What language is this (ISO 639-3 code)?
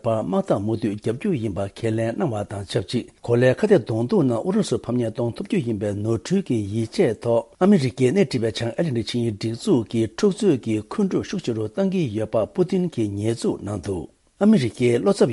bod